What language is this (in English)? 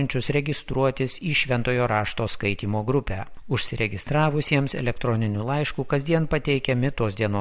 Lithuanian